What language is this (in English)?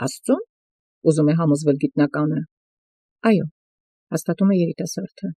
Armenian